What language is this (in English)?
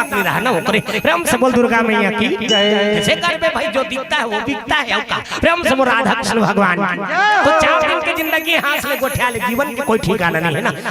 Chhattisgarhi